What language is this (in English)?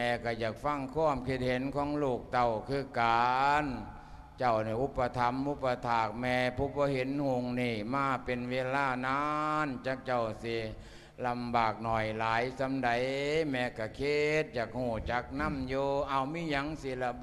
Lao